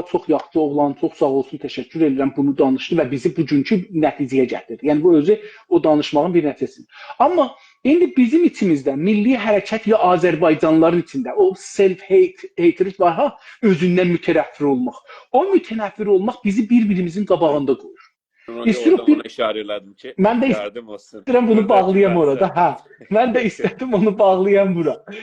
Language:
South Azerbaijani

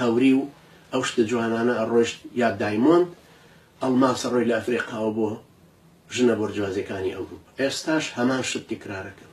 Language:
Central Kurdish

